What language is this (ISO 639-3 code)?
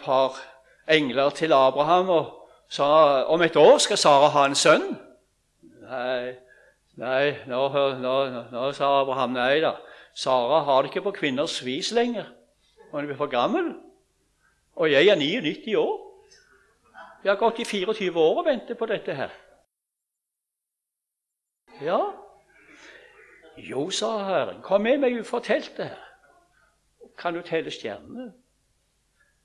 nor